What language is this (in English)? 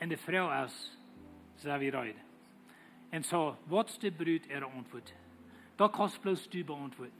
Plautdietsch